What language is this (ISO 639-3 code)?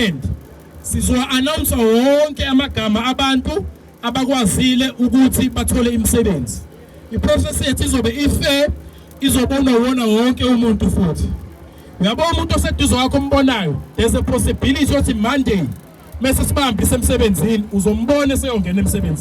zul